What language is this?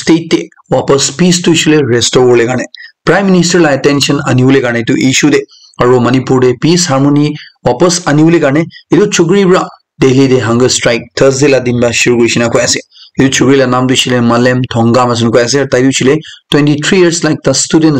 Naga Pidgin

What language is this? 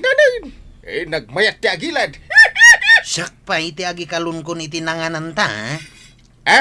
Iloko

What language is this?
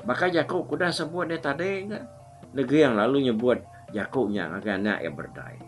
Iban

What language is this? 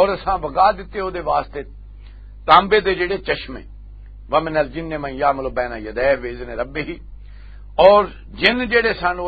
Western Panjabi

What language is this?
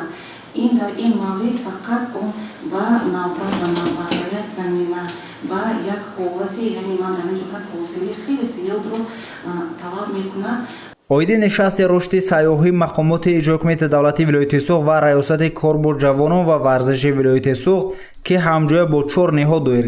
Tajik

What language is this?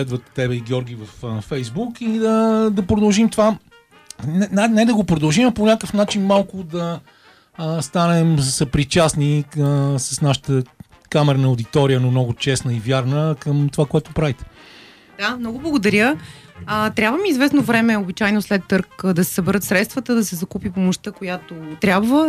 Bulgarian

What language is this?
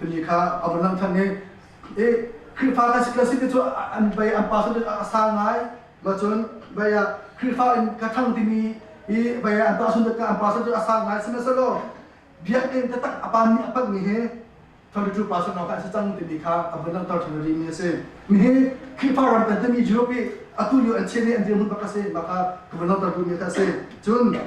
Hakha Chin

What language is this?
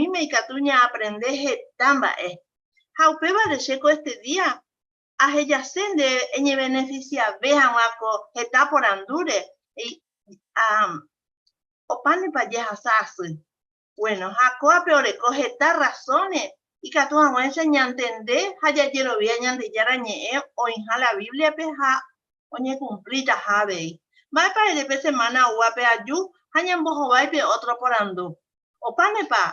Guarani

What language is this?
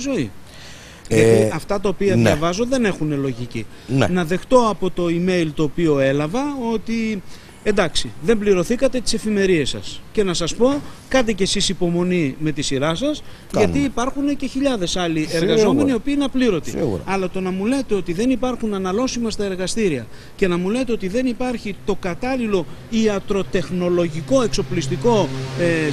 Greek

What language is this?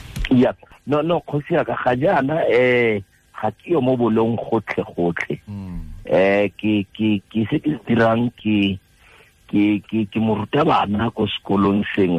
Tswana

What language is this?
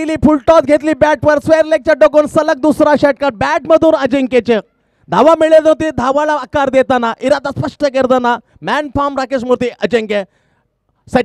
Marathi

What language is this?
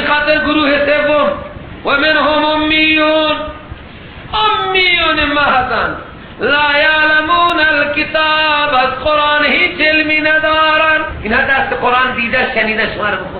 Persian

